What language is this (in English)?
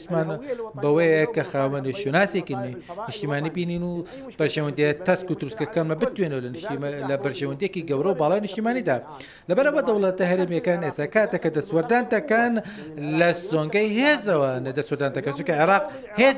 Central Kurdish